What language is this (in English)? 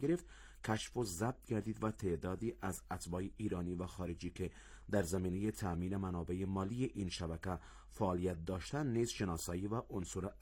Persian